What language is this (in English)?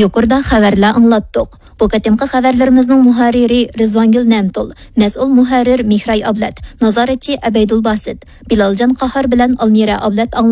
Uyghur